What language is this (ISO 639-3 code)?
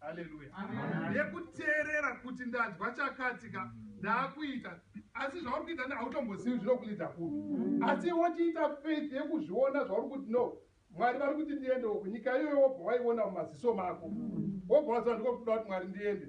sna